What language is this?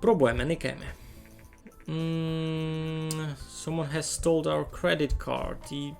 Rusyn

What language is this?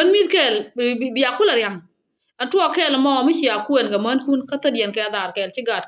Nuer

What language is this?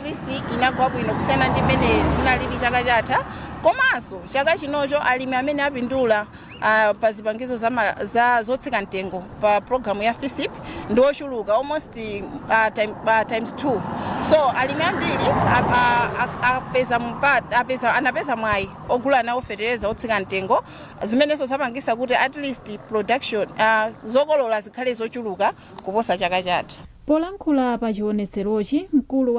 Nyanja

